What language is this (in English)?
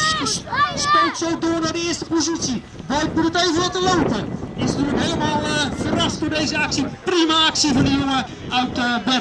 Dutch